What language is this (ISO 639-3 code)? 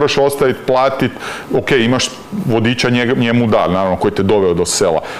hrv